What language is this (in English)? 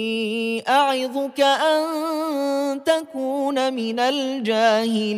Arabic